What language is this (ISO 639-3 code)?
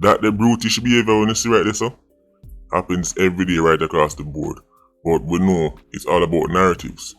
jam